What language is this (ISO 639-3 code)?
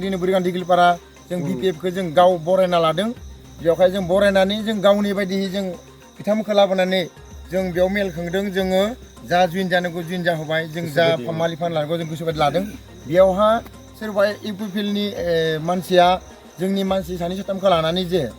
brx